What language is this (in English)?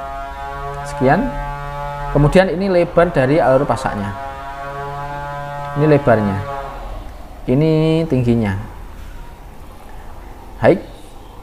Indonesian